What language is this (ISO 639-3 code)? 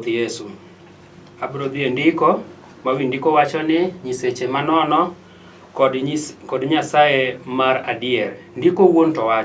luo